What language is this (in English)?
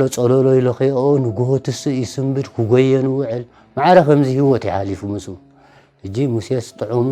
Tigrinya